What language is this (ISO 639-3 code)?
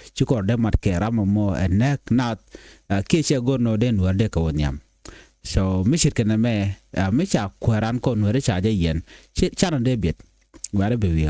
nus